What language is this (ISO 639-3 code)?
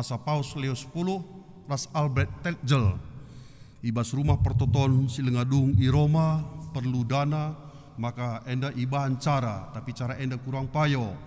btx